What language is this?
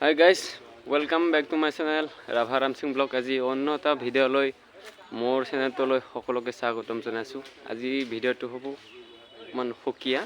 Assamese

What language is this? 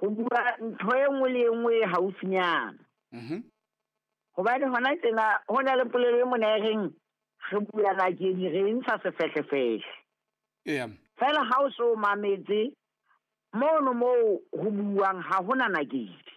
Southern Sotho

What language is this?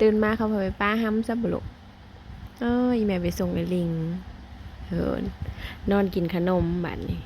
Northeastern Thai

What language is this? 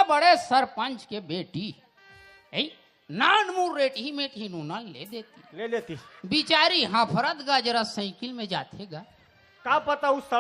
Chhattisgarhi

